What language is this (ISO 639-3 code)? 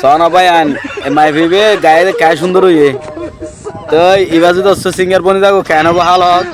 rhg